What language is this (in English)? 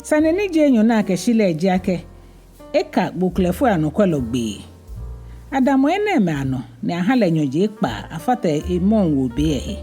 Ga